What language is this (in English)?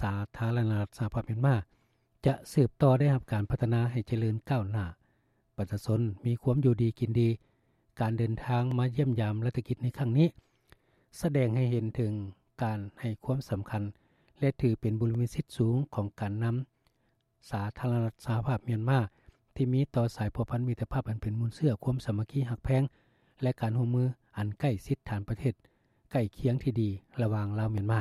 Lao